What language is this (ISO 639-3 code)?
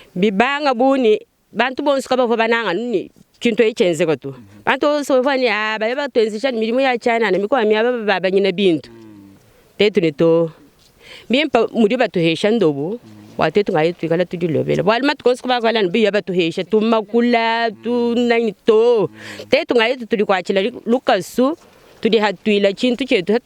lua